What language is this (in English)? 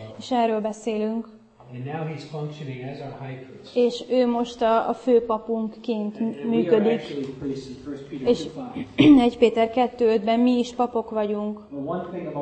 Hungarian